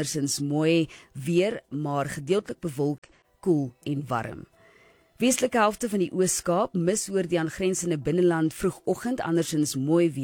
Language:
Afrikaans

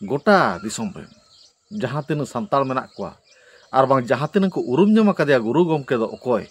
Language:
Santali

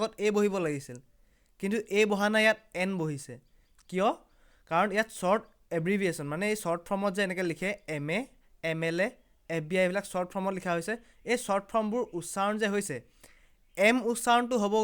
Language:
Assamese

